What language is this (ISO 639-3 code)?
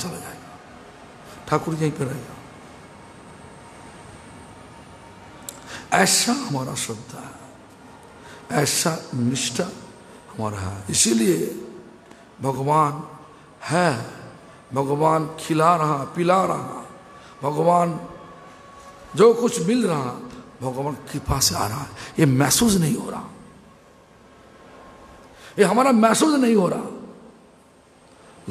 hin